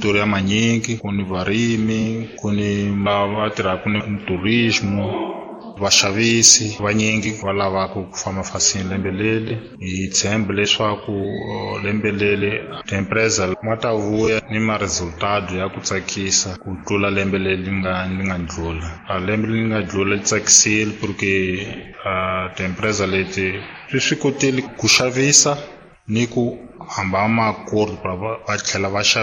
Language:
Tsonga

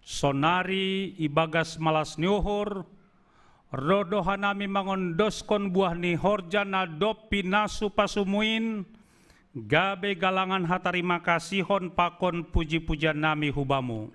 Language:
Batak Simalungun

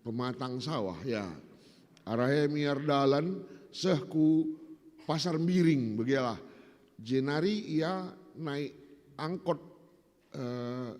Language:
Batak Karo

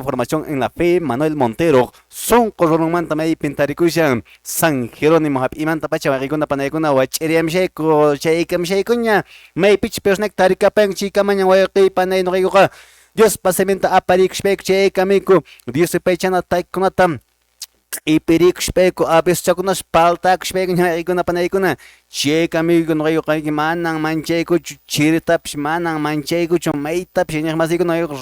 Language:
Quechua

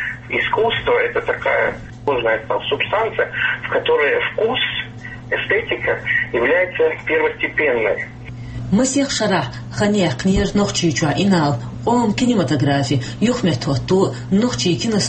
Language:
Chechen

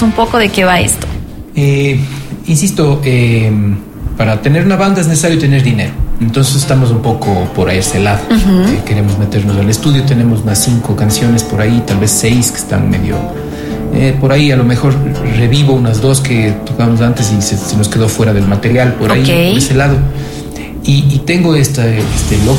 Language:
Spanish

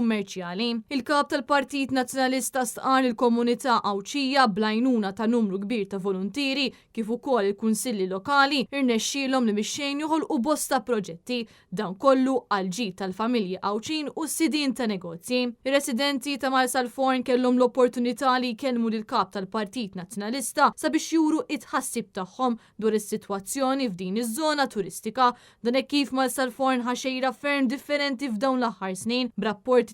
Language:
Maltese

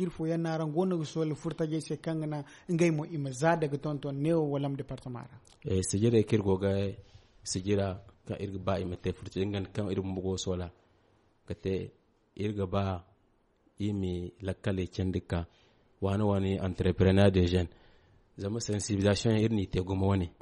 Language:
Zarma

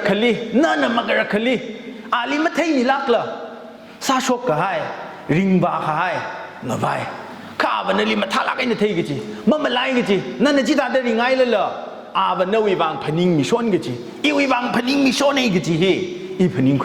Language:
Tangkhul Naga (India)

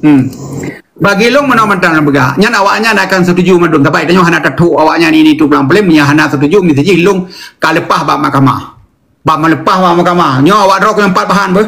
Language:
Achinese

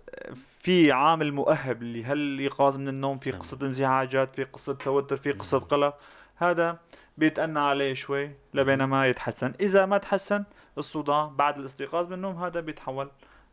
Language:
North Levantine Arabic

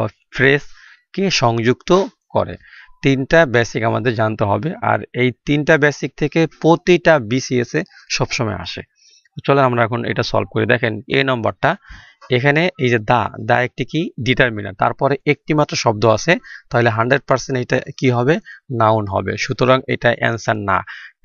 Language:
Bangla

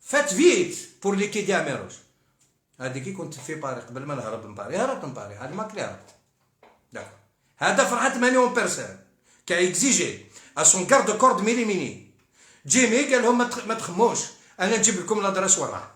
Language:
Algerian Arabic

